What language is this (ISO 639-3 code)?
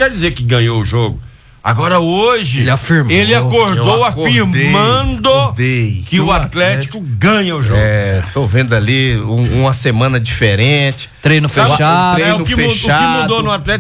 por